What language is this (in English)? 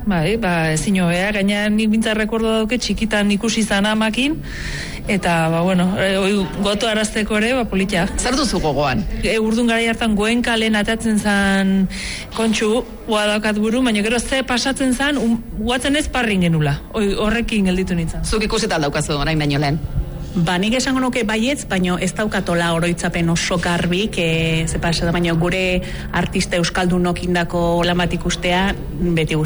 Basque